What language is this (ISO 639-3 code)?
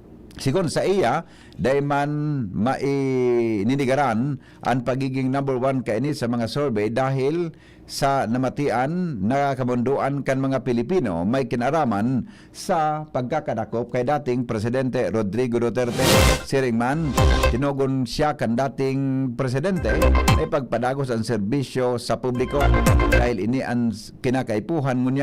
bik